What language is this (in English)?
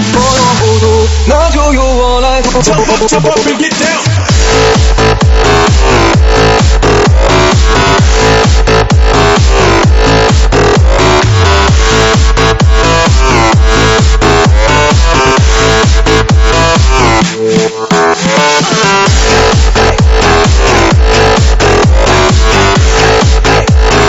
Chinese